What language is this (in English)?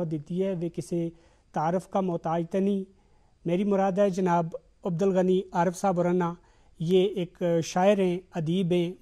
Gujari